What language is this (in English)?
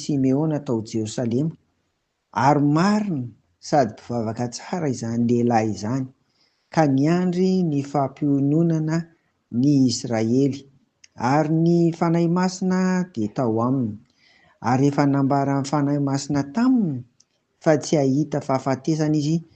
Malagasy